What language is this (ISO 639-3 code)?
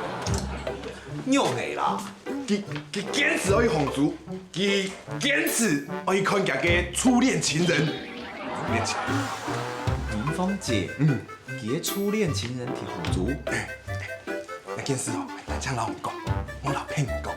hak